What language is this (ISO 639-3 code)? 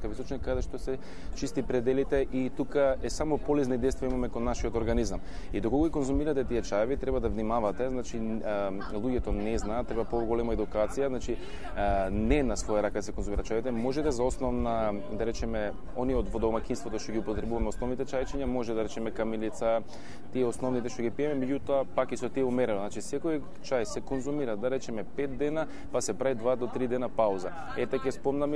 mkd